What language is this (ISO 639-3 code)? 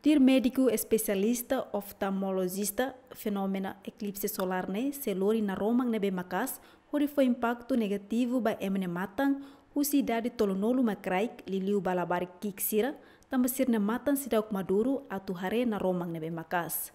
tet